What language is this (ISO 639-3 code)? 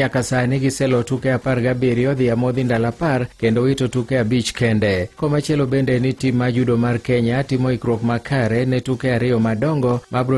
luo